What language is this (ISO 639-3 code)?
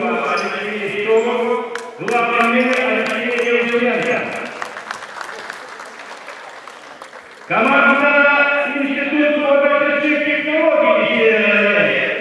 rus